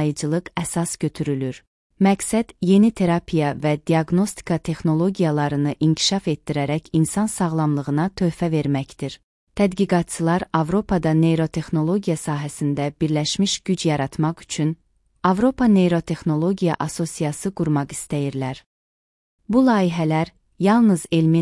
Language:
Azerbaijani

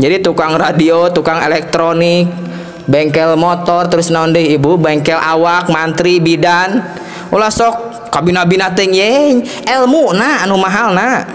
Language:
Sundanese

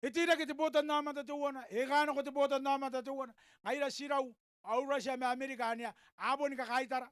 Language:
Gilbertese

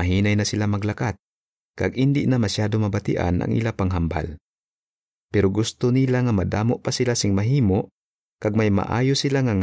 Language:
Hiligaynon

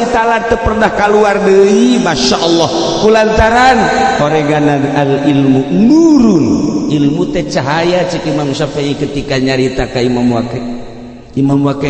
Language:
Sundanese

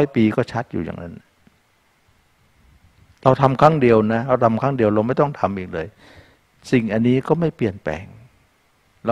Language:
Thai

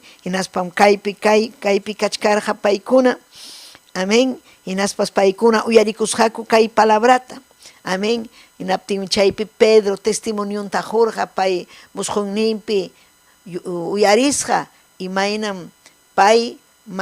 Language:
Ayacucho Quechua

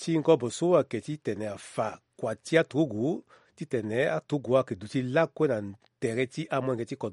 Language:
Sango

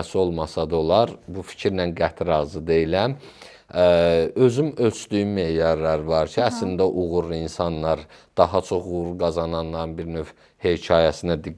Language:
Azerbaijani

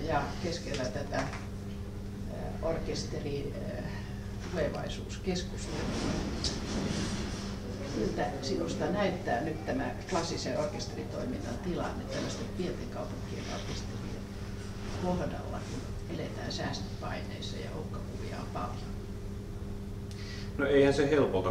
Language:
Finnish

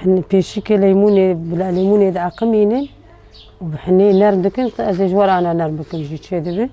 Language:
Kurdish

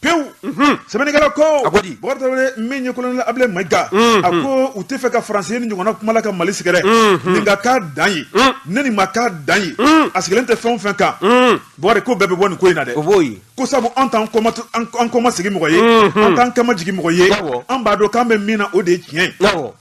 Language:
Bambara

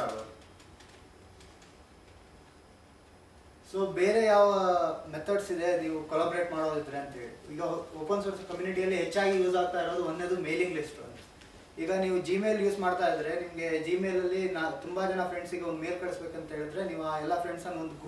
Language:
Kannada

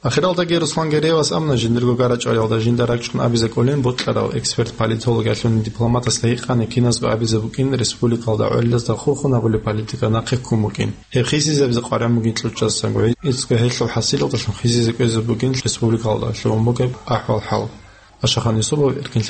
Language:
Avaric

